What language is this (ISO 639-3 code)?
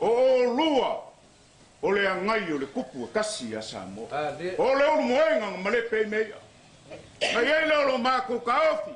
smo